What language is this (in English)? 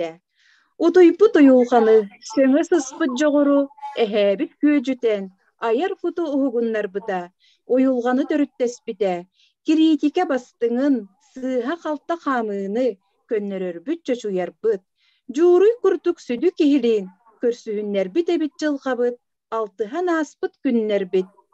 Yakut